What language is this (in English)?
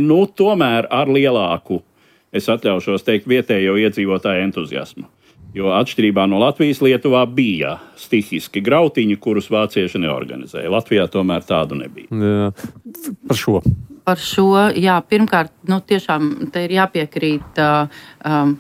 Latvian